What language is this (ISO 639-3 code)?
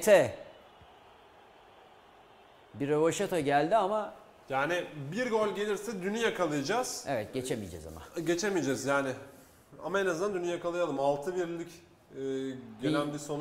tur